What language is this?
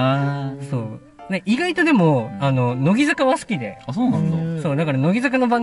Japanese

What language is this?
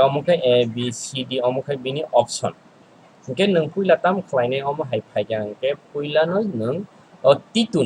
Kok Borok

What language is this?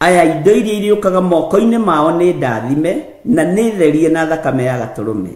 Kikuyu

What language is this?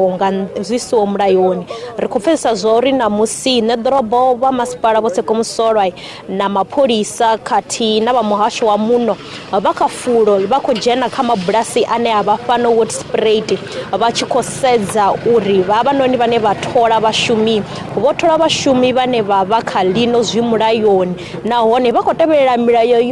Venda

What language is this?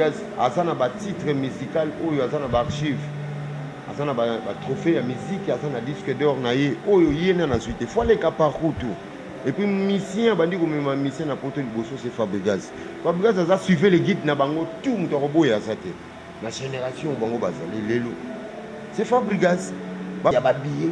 Lingala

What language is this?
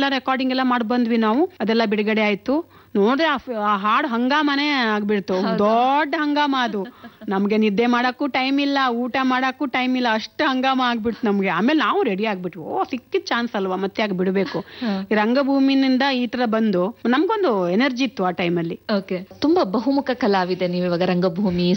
Kannada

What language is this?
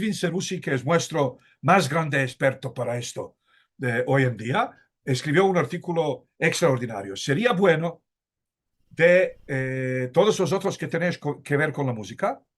Ladino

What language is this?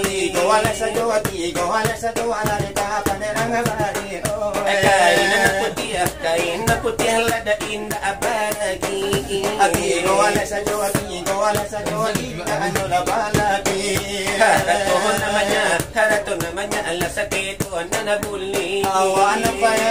Minangkabau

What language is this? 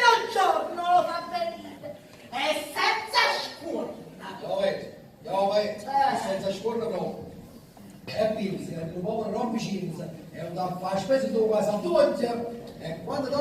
Neapolitan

